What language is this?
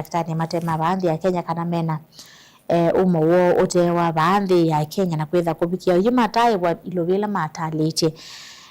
Kamba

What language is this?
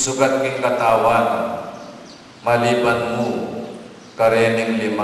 Pampanga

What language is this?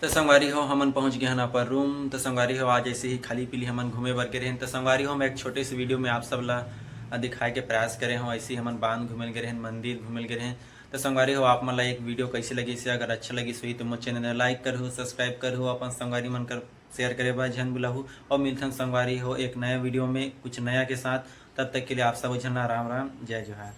Chhattisgarhi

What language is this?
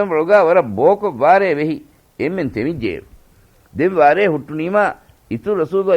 Divehi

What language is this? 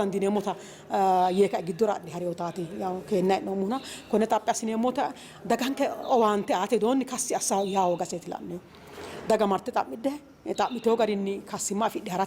Sidamo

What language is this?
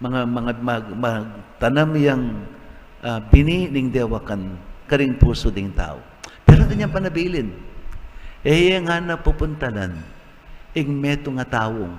Pampanga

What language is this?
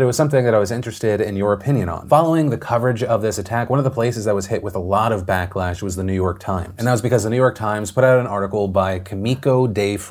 English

